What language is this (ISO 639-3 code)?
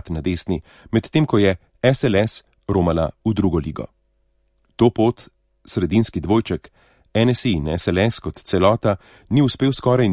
slv